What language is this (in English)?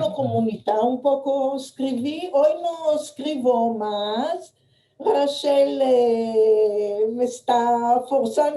Ladino